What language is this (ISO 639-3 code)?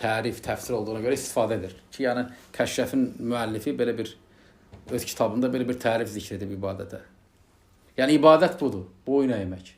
aze